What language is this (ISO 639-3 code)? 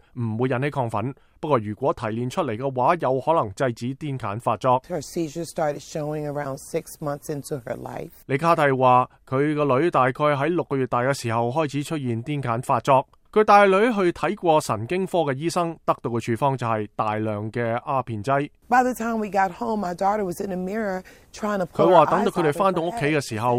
yue